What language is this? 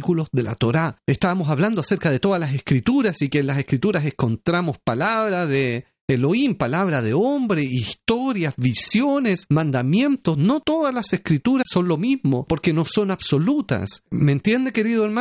Spanish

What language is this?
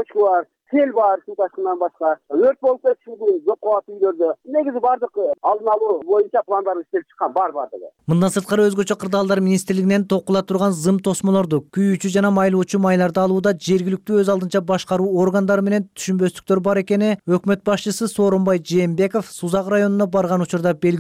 Kyrgyz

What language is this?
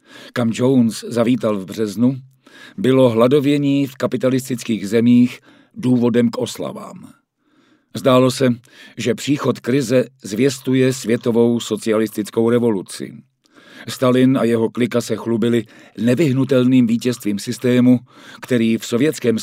Czech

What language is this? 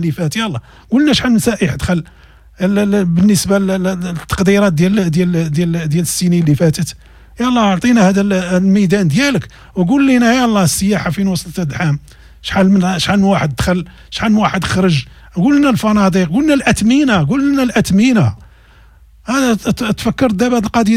Moroccan Arabic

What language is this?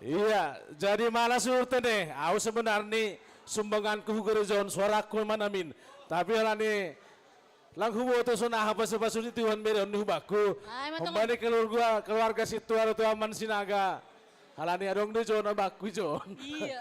Batak Simalungun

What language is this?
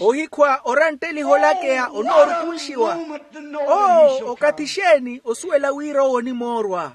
Makhuwa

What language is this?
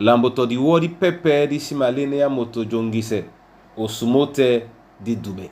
Duala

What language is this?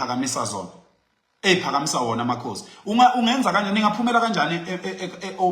Zulu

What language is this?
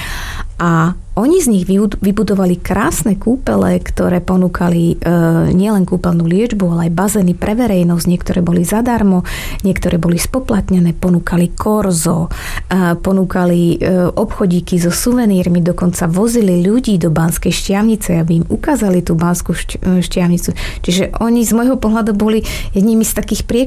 Slovak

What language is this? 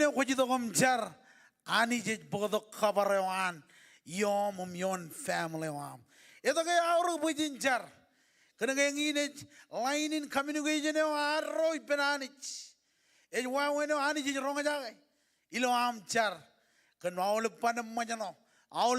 Marshallese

